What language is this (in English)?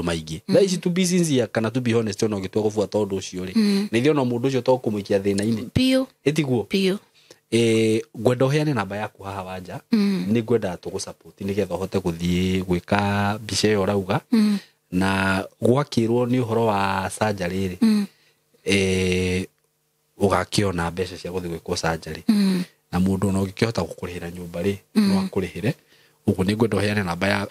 Kikuyu